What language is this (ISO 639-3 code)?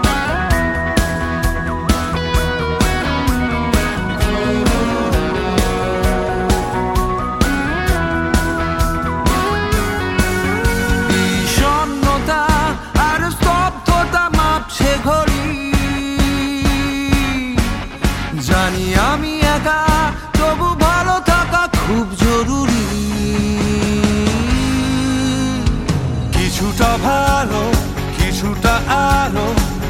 ben